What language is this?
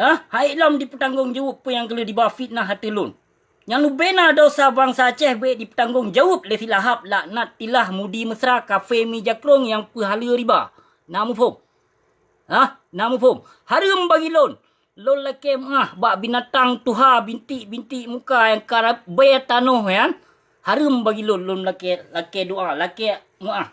Achinese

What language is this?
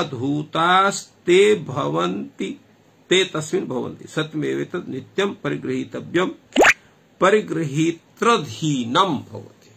Sanskrit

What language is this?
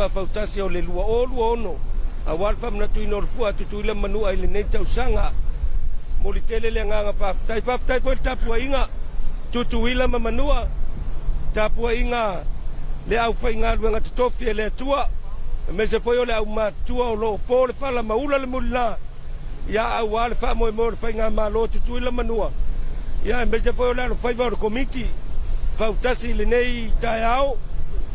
Samoan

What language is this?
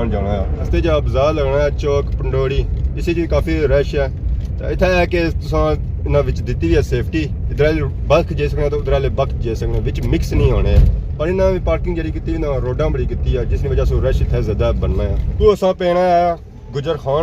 Pahari-Potwari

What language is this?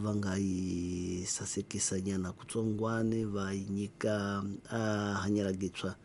Tsonga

